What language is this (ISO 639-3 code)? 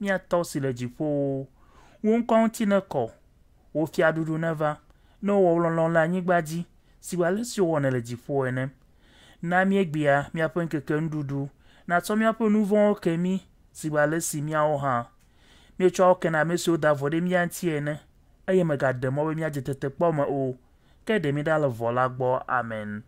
ewe